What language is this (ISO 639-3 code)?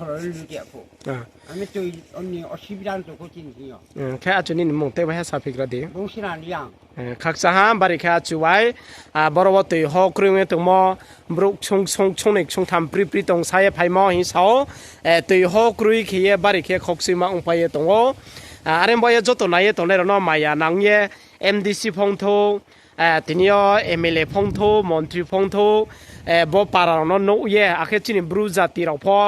ria